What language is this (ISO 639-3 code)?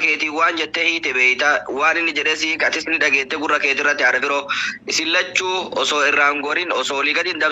orm